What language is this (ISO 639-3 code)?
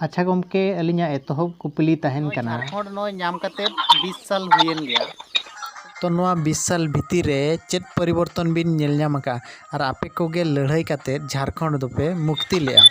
sat